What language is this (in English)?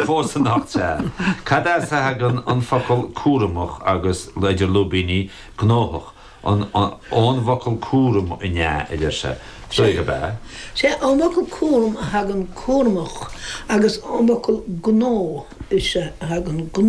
Irish